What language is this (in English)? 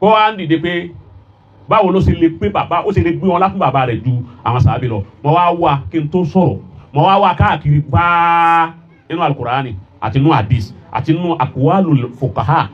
Yoruba